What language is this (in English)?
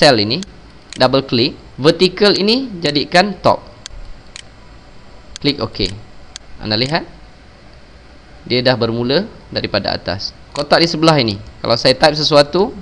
Malay